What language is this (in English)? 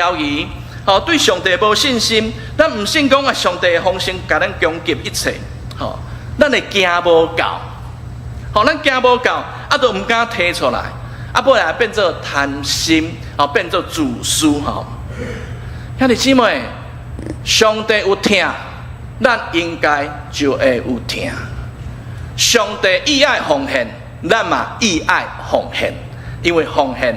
Min Nan Chinese